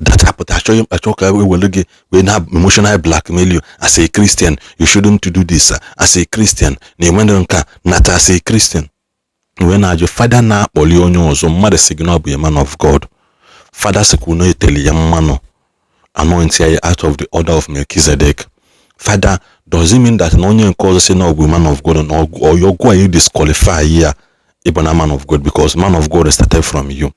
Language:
Igbo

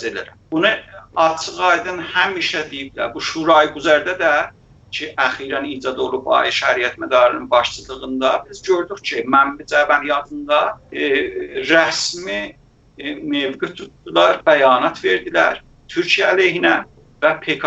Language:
South Azerbaijani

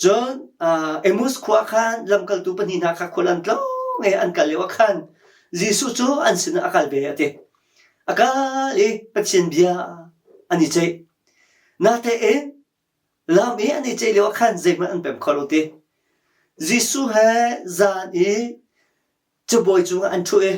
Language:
Hakha Chin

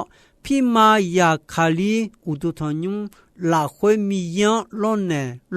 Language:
Akha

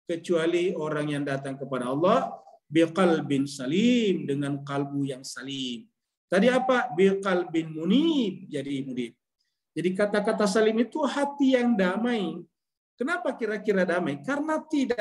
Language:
Indonesian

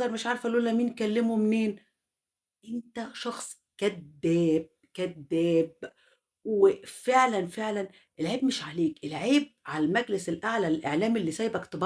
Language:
Egyptian Arabic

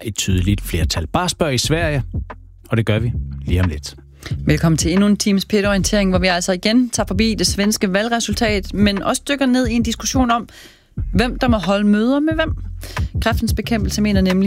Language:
Danish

